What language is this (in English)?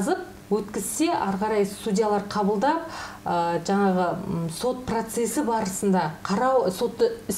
Kazakh